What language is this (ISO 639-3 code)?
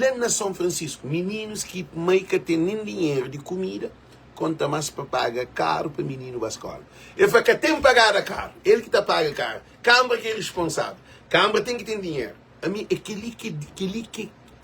kea